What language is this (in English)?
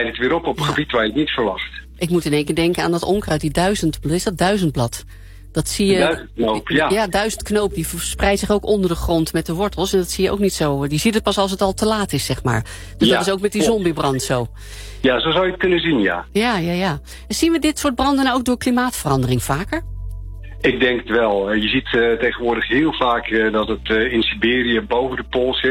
Dutch